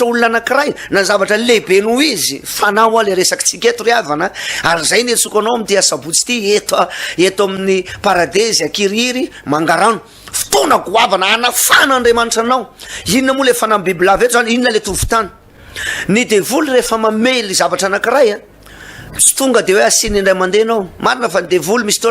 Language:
Malagasy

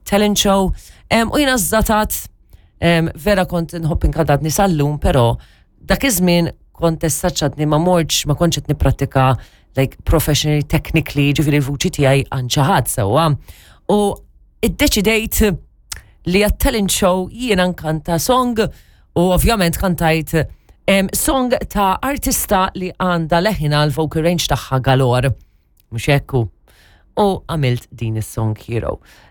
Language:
Maltese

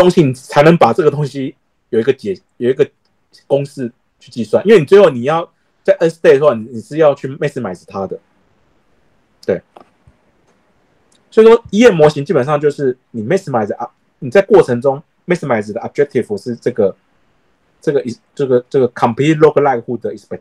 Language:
Chinese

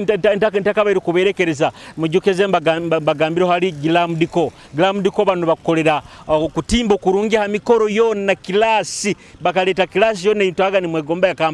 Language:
Nyoro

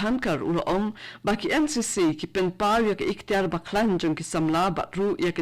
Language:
Khasi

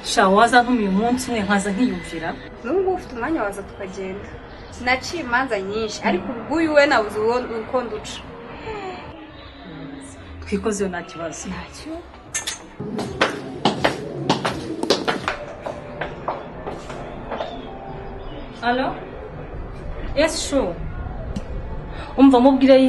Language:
Kinyarwanda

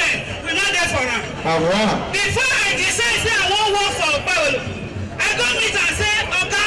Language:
Nigerian Pidgin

